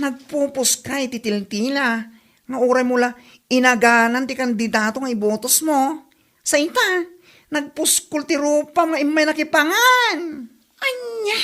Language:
Iloko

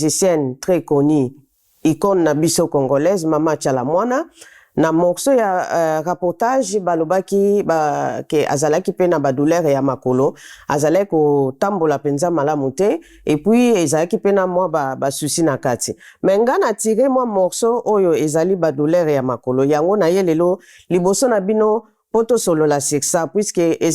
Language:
Lingala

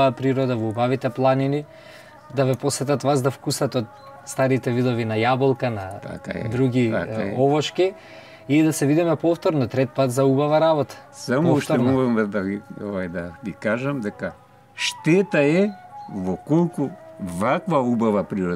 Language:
Macedonian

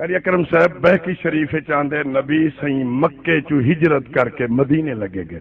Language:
Saraiki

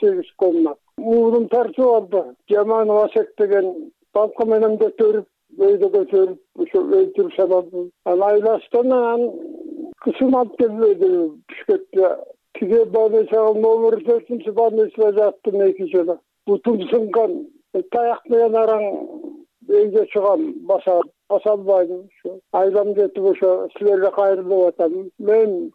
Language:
Kyrgyz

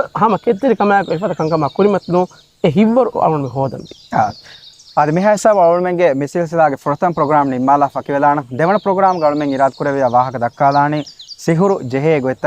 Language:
Divehi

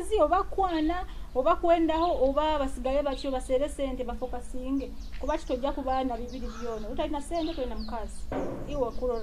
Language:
Nyoro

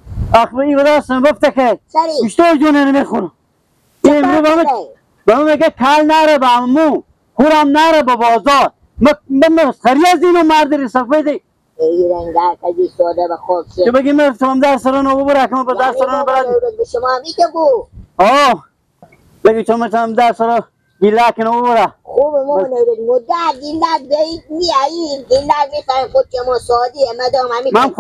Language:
Persian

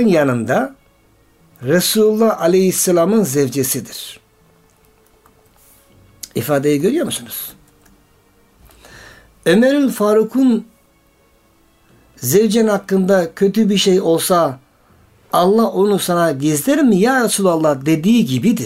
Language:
Turkish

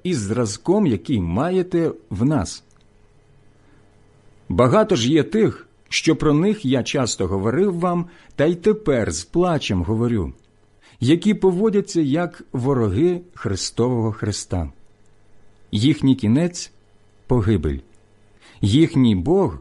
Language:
Ukrainian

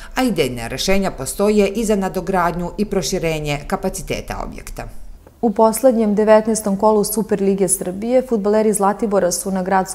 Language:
Serbian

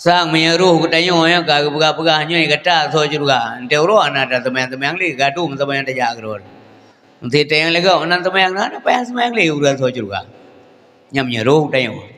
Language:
Achinese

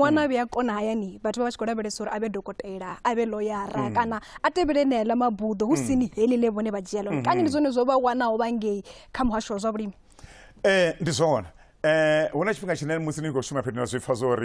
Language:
Venda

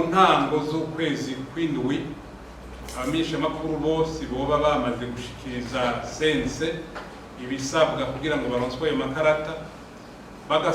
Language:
Rundi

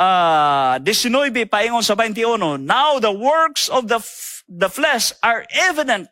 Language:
Cebuano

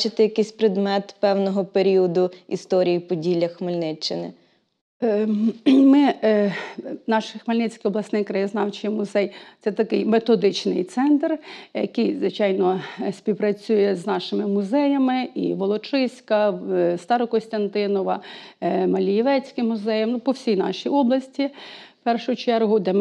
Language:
Ukrainian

